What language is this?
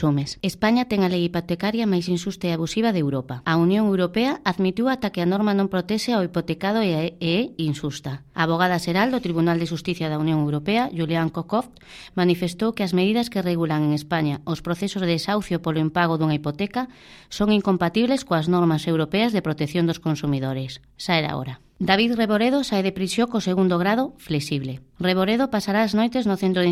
Galician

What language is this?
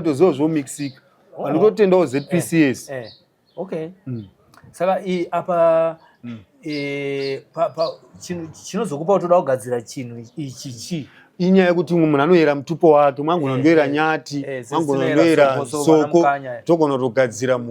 Shona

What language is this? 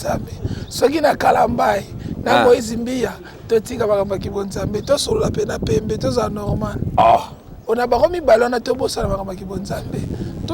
Lingala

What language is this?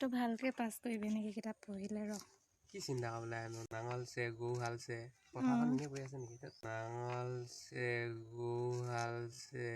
Assamese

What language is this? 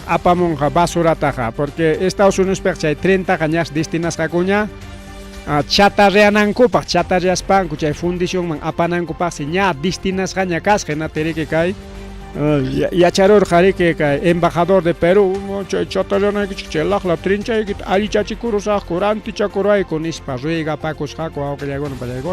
Ayacucho Quechua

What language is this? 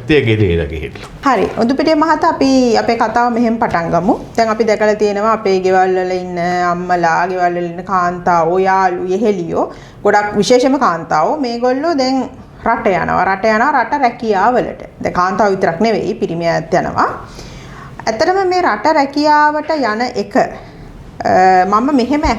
Sinhala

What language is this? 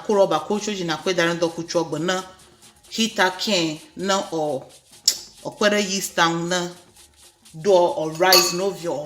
Ewe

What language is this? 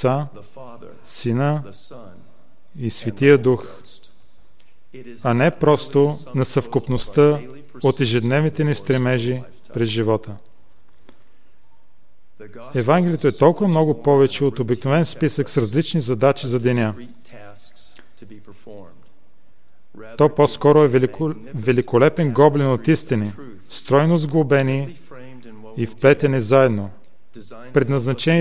Bulgarian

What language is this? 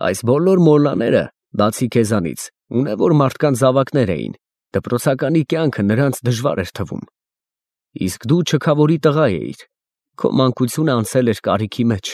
Armenian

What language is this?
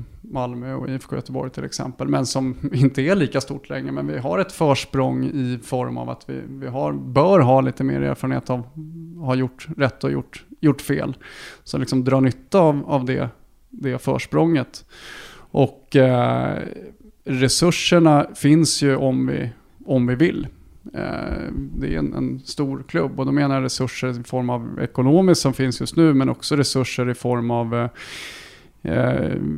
Swedish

